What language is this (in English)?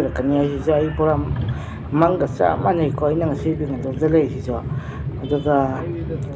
Manipuri